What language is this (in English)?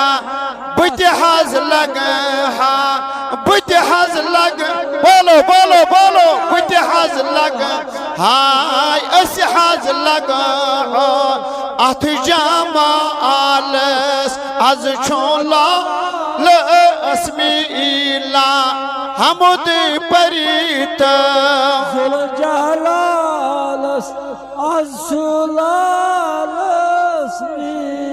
Kashmiri